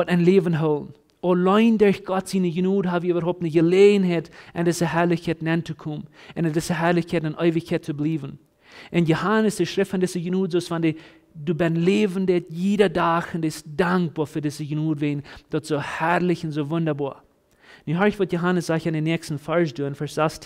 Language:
Plautdietsch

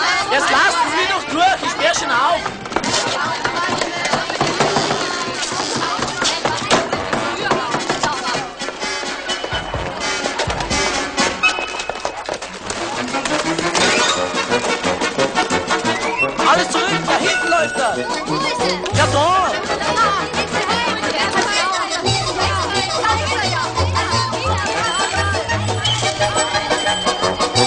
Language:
German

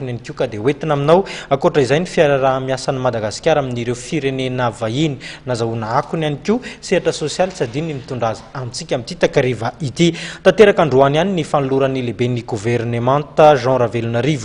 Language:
Malagasy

